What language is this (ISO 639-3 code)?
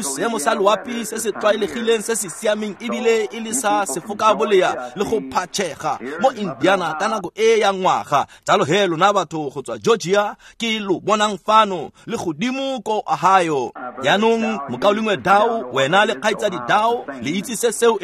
tsn